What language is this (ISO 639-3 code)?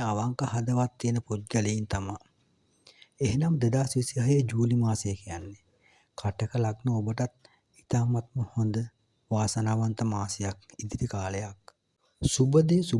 sin